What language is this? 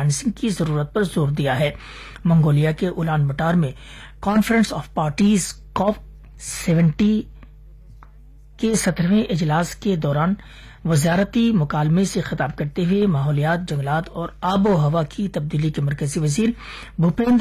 Urdu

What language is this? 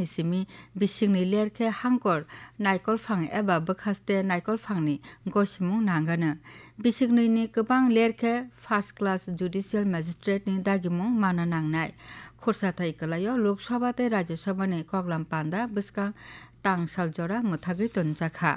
Kok Borok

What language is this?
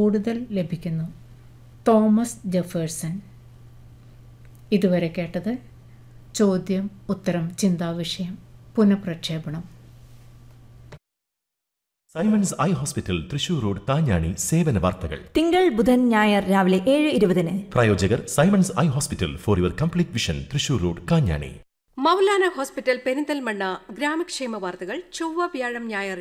Malayalam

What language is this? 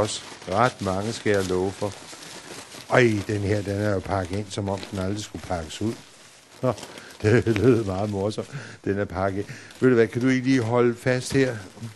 Danish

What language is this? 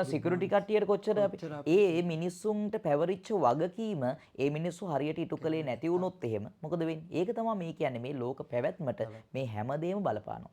Sinhala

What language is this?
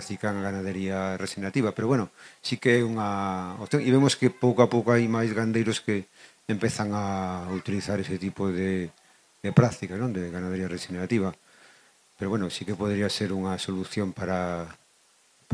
Galician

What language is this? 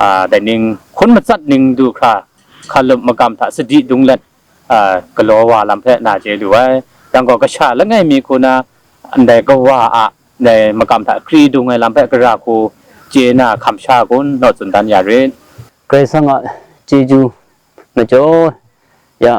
Kachin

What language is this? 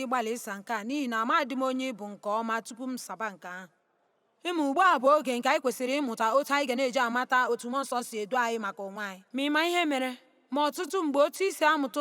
Igbo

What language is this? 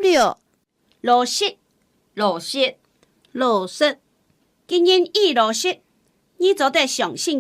Hakka Chinese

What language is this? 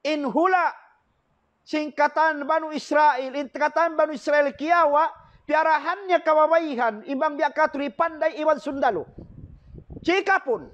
Tausug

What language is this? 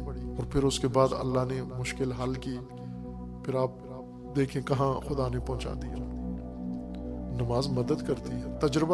Hindi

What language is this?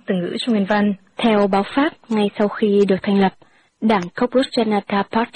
Vietnamese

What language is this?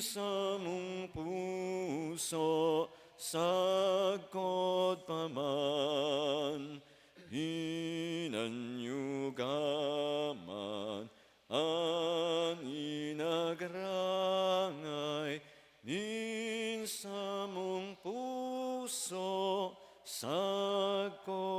Bikol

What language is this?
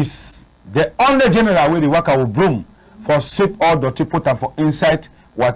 Cameroon Pidgin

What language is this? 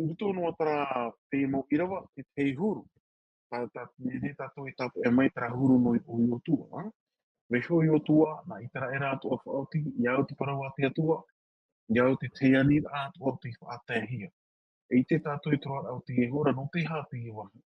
Tahitian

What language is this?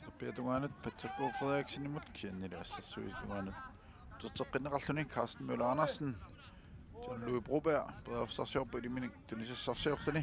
Kalaallisut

